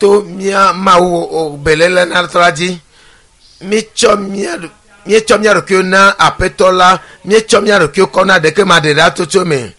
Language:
Ewe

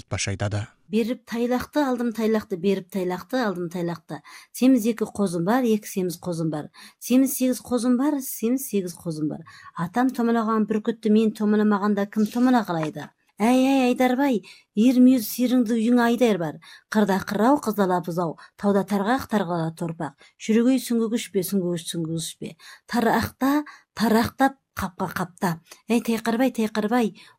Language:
Kazakh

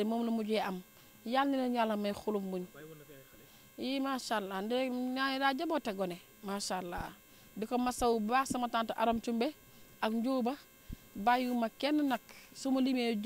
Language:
Wolof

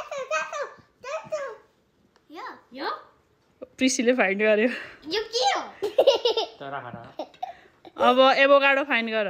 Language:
Nepali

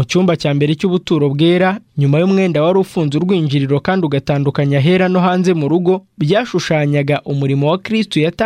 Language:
Kinyarwanda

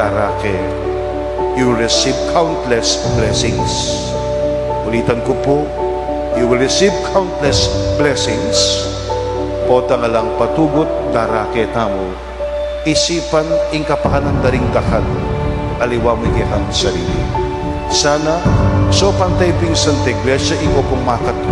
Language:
Pampanga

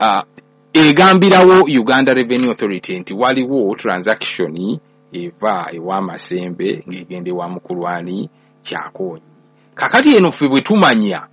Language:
Ganda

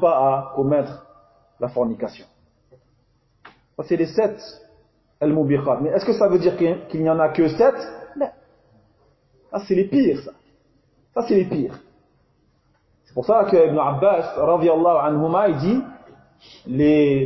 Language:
French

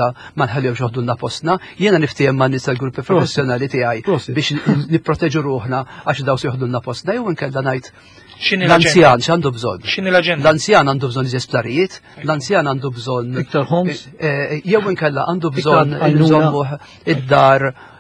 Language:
Maltese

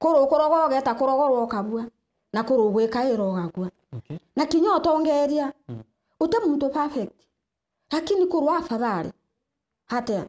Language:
Meru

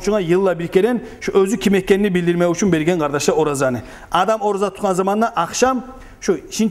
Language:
Kumyk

